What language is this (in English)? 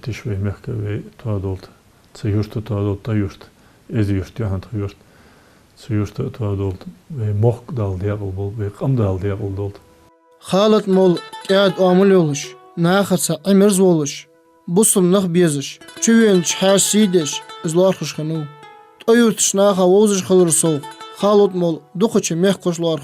Ingush